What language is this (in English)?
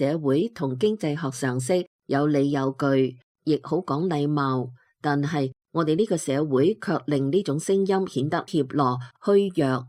Cantonese